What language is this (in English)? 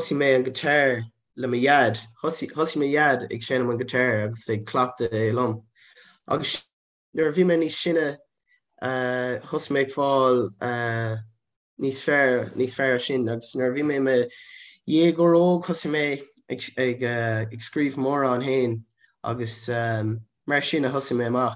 Irish